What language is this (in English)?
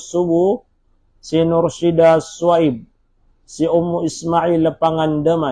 Maranao